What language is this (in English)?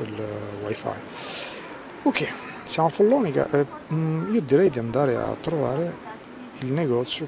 Italian